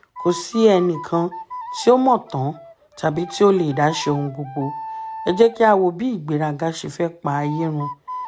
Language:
Yoruba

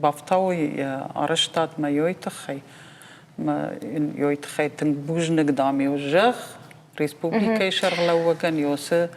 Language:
Ossetic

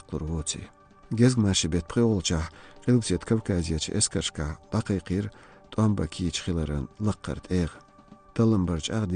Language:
Chechen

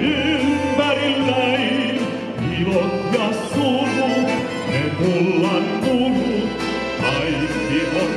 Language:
Finnish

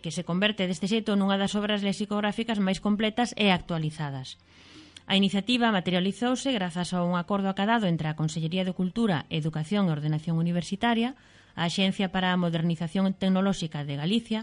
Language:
Galician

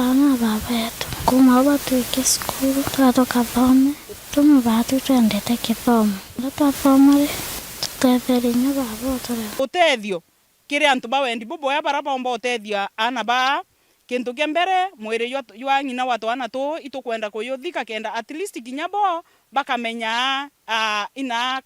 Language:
Meru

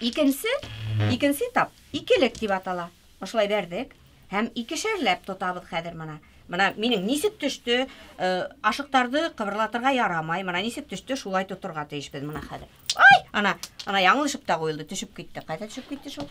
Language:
Bashkir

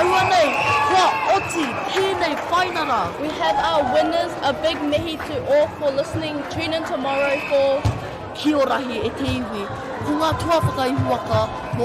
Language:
Māori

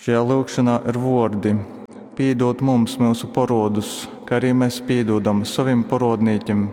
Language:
Latgalian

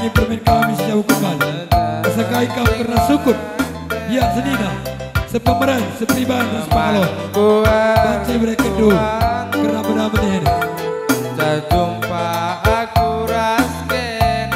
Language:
Batak Karo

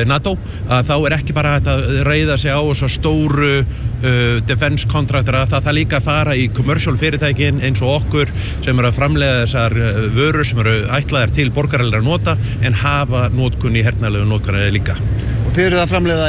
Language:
Icelandic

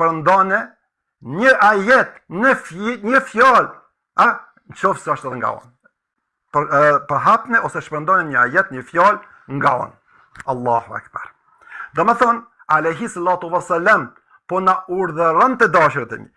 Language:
Albanian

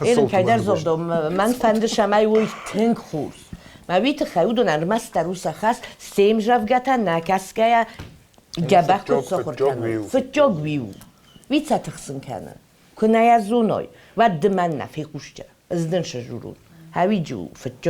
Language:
Ossetic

